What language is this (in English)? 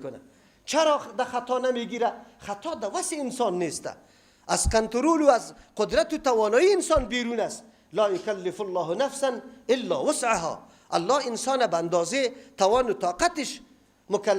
Persian